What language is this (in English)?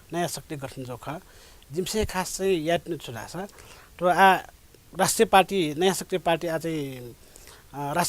Newari